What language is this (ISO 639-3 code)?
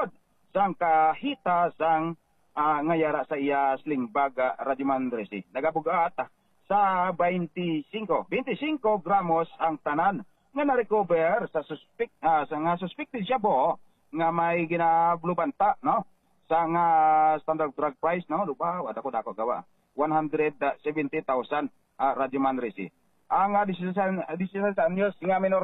hil